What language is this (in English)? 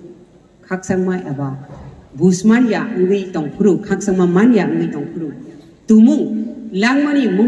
Kok Borok